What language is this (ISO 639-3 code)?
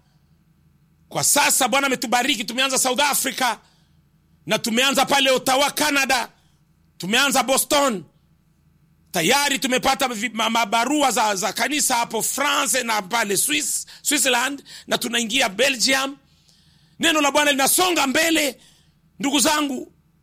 swa